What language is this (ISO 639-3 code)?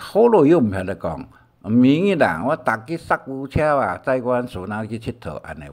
hak